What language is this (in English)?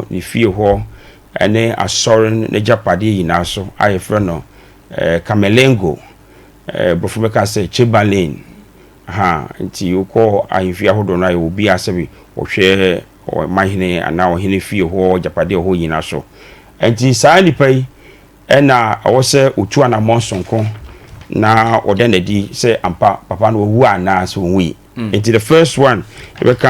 Akan